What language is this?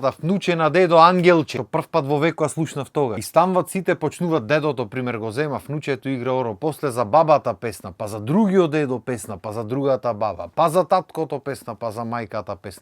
Macedonian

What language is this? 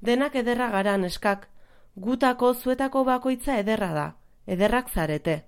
Basque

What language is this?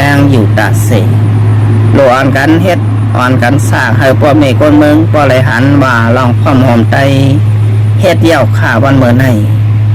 Shan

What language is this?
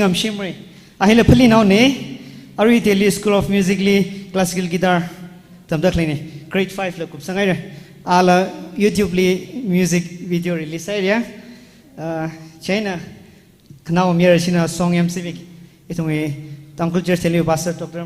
Tangkhul Naga (India)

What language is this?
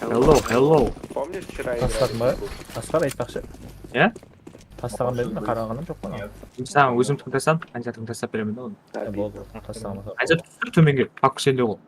Kara-Kalpak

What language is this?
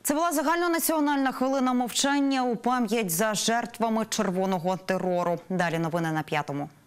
Ukrainian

